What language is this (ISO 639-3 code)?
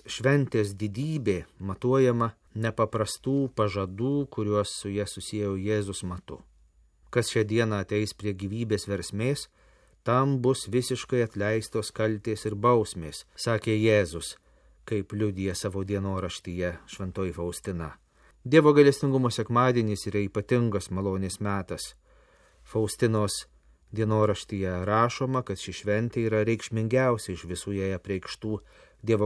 lit